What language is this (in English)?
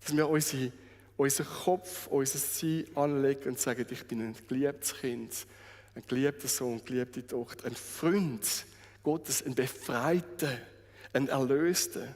Swiss German